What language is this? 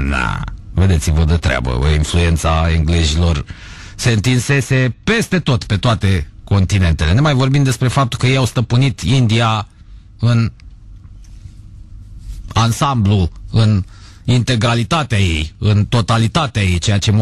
Romanian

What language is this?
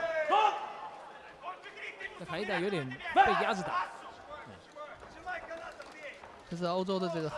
Chinese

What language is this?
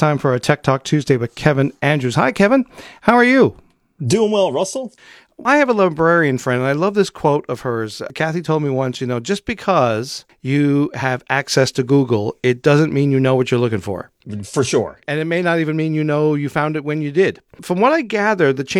English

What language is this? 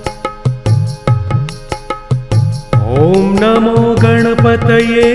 Sanskrit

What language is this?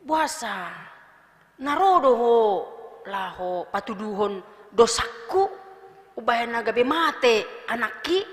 Batak Toba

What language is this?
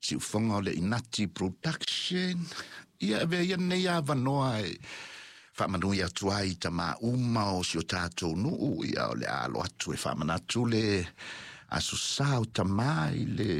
Samoan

